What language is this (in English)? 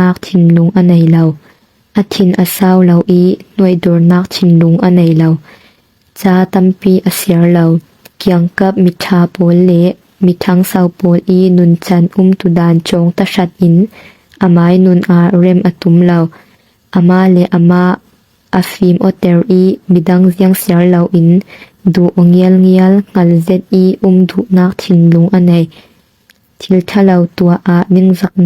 Falam Chin